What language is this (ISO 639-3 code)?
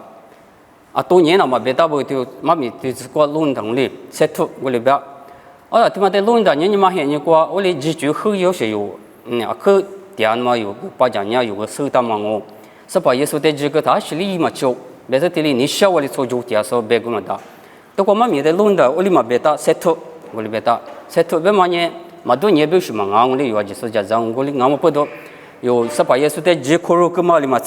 lis